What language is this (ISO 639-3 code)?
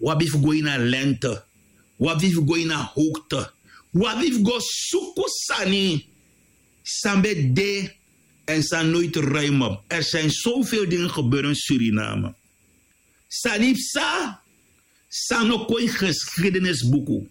srn